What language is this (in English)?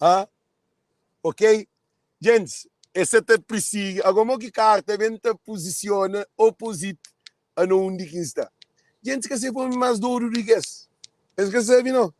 Kabuverdianu